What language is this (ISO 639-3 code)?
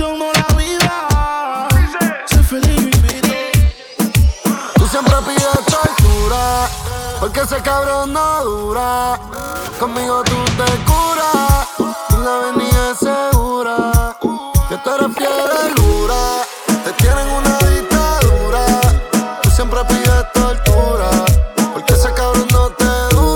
spa